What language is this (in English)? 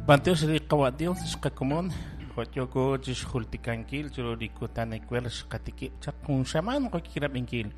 Kekchí